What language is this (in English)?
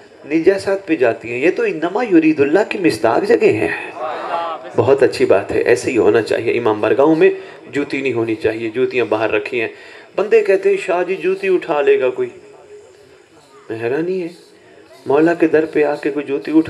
Urdu